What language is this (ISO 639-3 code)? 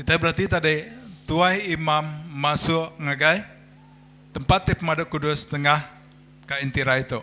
iba